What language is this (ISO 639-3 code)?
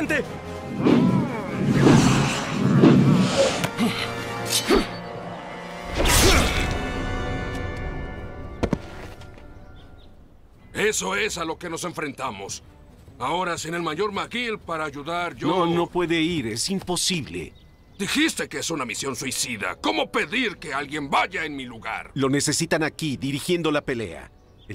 spa